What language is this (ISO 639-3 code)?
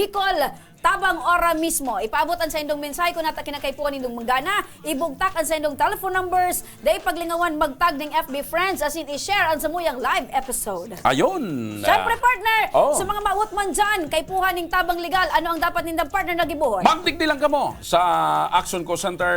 bik